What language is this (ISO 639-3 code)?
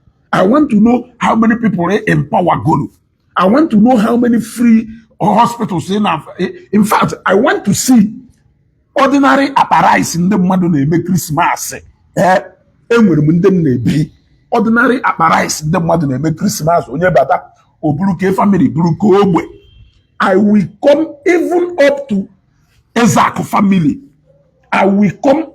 ibo